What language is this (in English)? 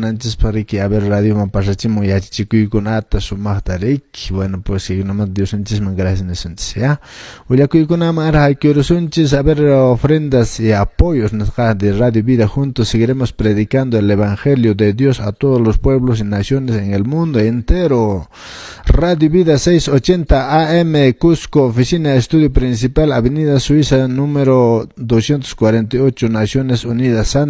Quechua